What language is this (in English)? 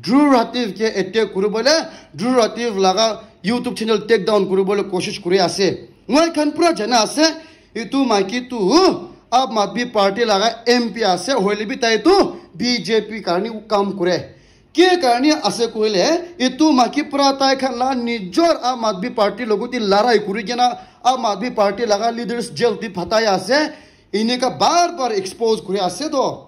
Naga Pidgin